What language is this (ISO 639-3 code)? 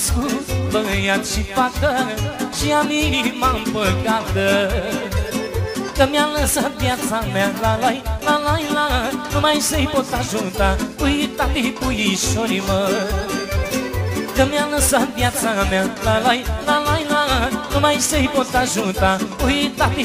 ron